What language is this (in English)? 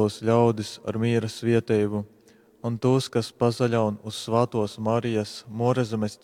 Latgalian